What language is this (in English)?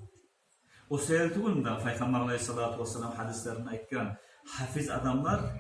Kumyk